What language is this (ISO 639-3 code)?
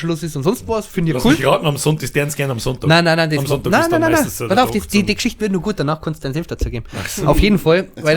bar